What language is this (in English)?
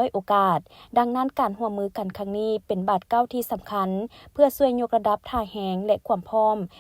Lao